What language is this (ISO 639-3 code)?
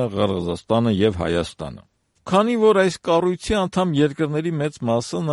hye